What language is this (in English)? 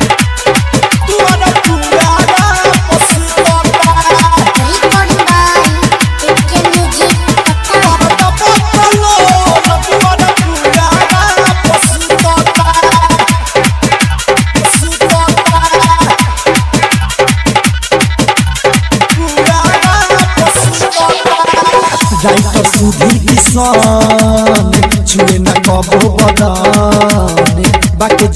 Bhojpuri